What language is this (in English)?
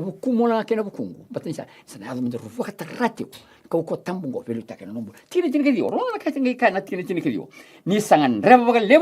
Fijian